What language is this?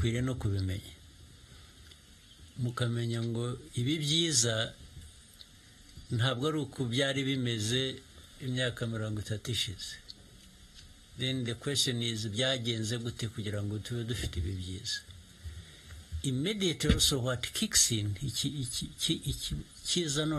Kinyarwanda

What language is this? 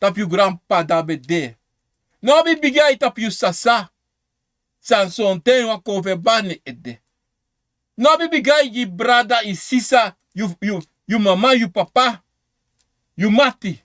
Sranan Tongo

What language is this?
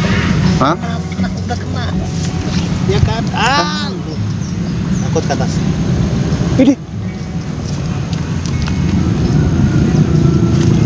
Indonesian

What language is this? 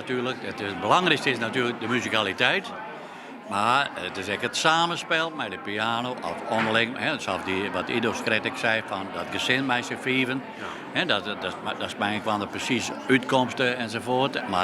Western Frisian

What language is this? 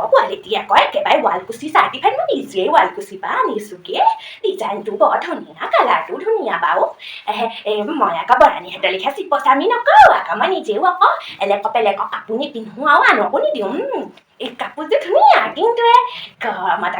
Assamese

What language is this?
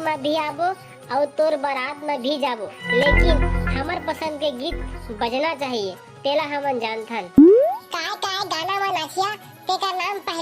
Chhattisgarhi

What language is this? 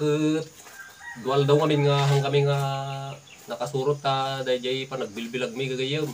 Iloko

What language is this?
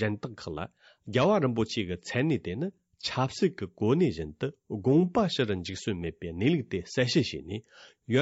Tibetan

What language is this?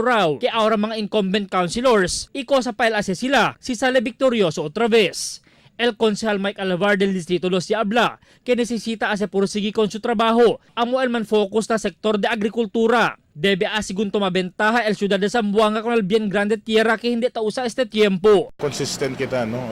Chavacano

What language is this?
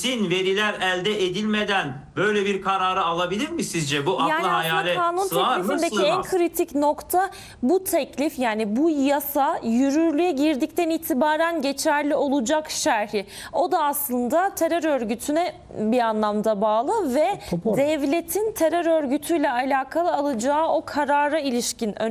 Turkish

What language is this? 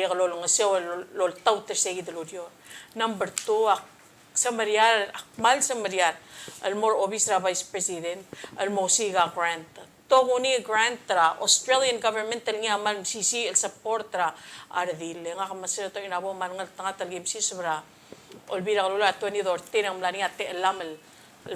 Palauan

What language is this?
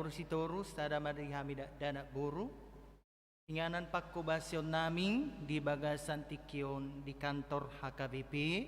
Batak Toba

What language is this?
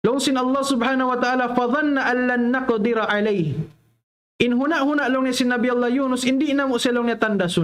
Tausug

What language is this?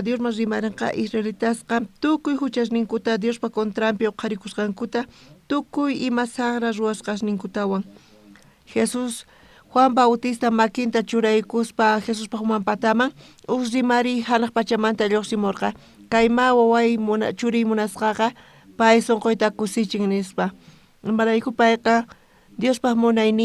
South Bolivian Quechua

